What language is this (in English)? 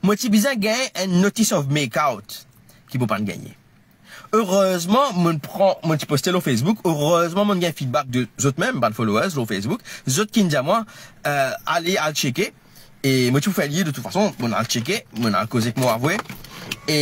Morisyen